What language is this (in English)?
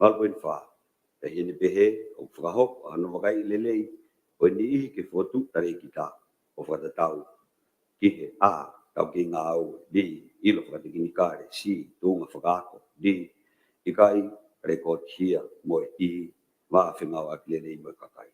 Tongan